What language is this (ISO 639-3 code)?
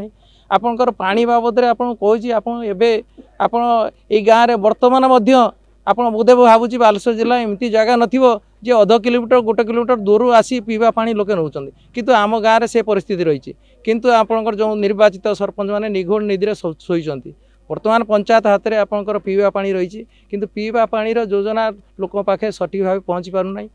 ori